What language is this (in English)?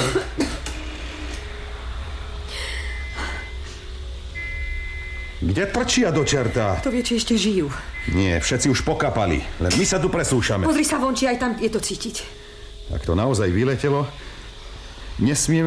Slovak